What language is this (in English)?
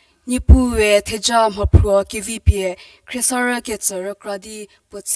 Angami Naga